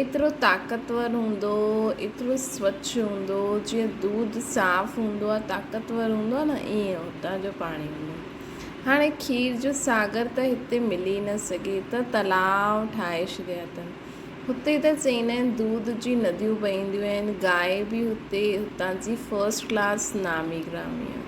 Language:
Sindhi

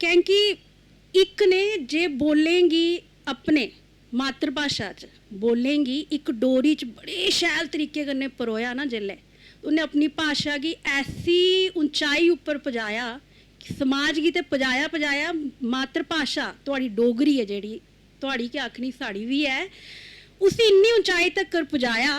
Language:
Dogri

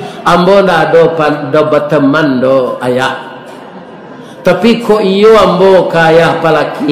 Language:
Minangkabau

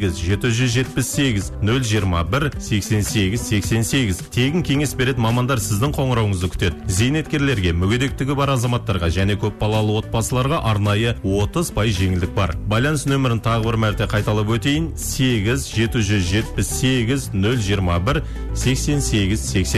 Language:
Kazakh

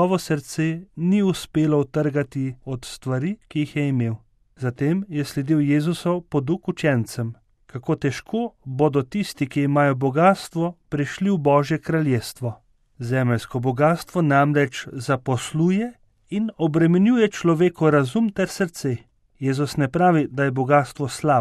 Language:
Slovenian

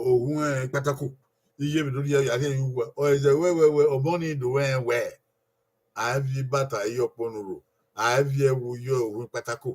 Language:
Bini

